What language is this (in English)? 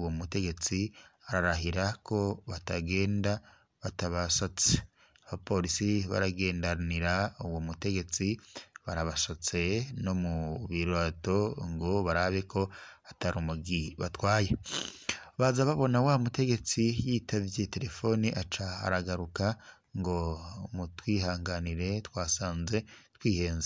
Rundi